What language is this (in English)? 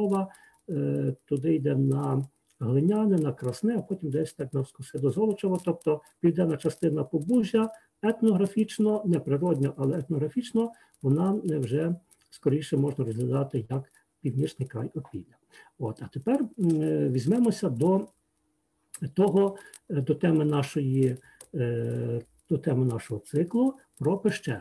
Ukrainian